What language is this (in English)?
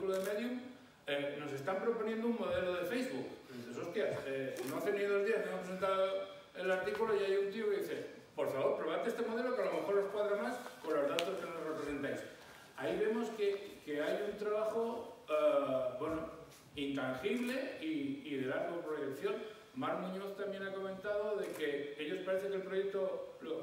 Spanish